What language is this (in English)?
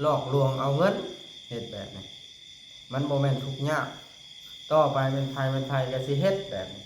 Lao